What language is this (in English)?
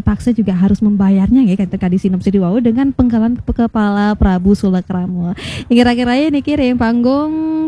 Balinese